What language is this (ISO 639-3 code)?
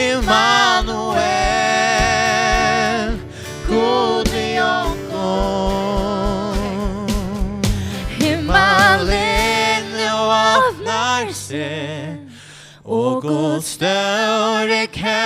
fao